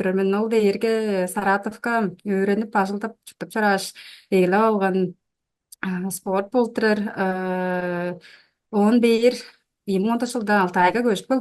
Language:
Tuvinian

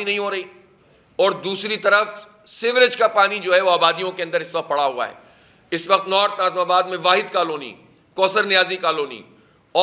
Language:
Urdu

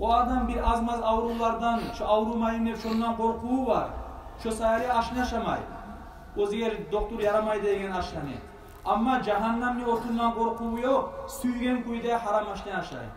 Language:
Kumyk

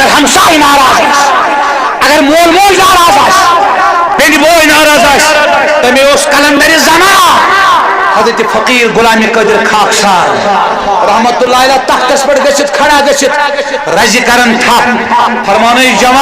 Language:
Kashmiri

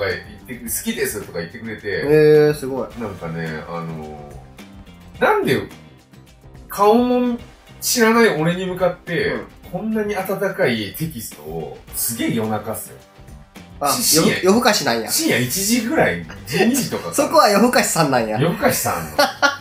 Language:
Japanese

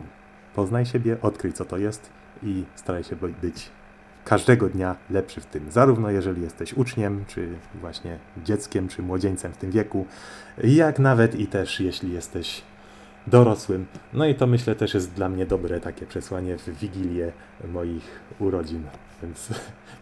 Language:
Polish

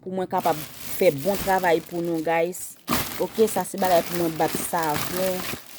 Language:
Haitian Creole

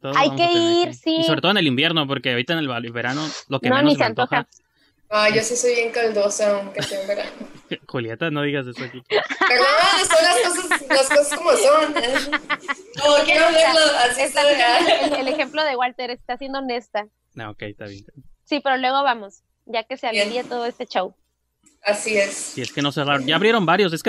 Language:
Spanish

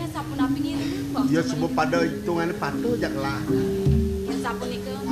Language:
Balinese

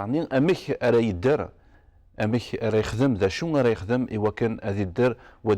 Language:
Kabyle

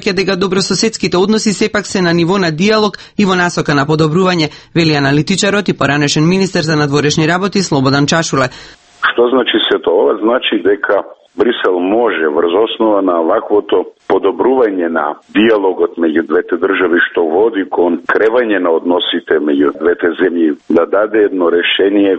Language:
Macedonian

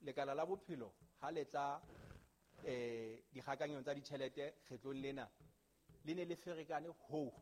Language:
Southern Sotho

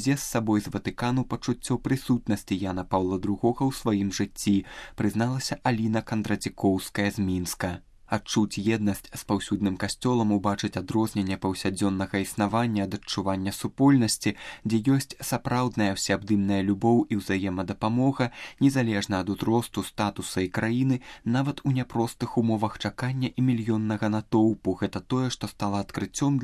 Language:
Belarusian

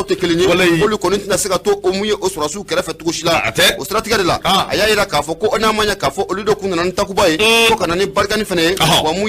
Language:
Bambara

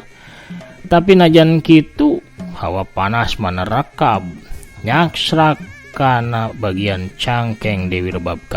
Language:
Sundanese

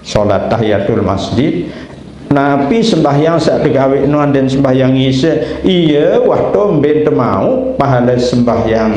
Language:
Sasak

